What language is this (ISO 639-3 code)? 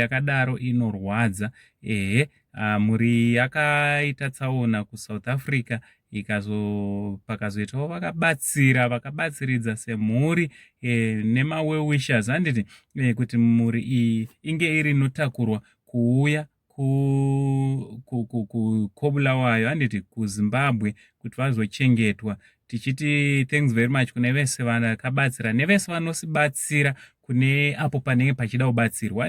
sna